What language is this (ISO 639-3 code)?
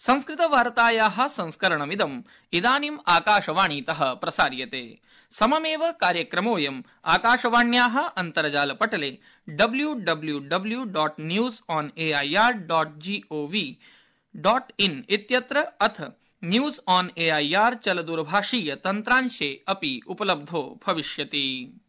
san